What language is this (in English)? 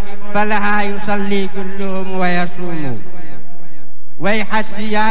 Arabic